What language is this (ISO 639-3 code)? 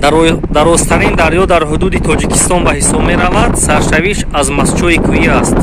tgk